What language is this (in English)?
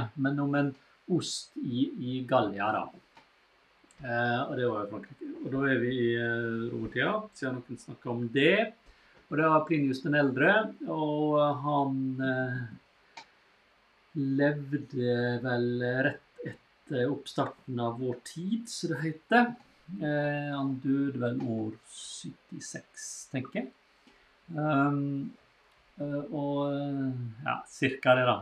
Norwegian